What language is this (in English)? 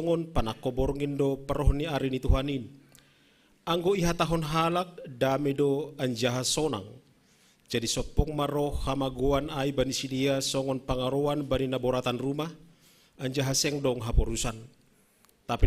Batak Simalungun